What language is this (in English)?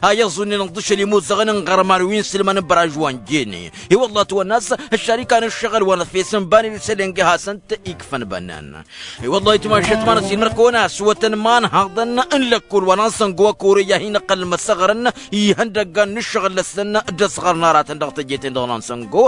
Tamasheq